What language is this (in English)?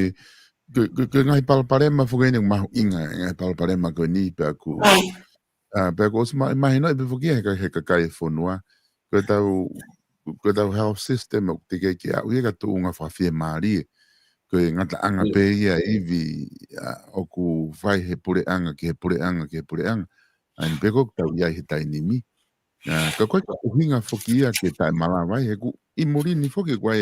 Tongan